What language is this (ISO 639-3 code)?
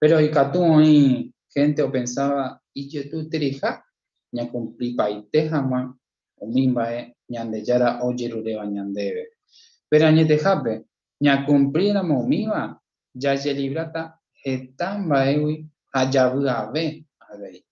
grn